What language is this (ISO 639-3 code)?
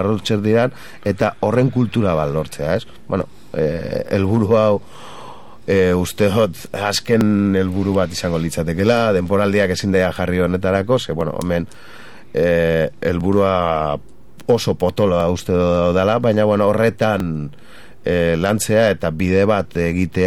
eus